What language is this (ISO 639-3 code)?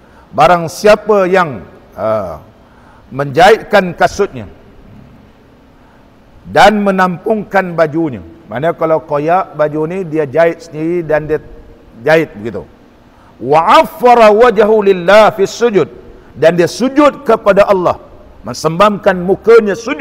msa